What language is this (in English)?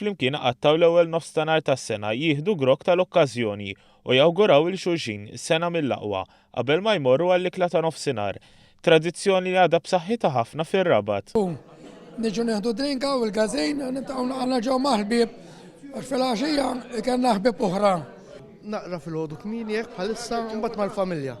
Maltese